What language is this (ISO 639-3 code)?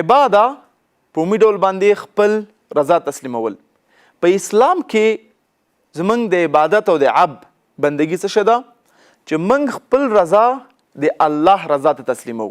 pus